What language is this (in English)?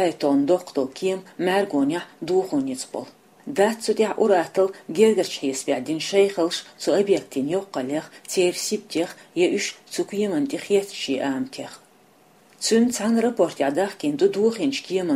Chechen